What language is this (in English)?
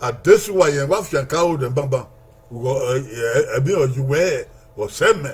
Bini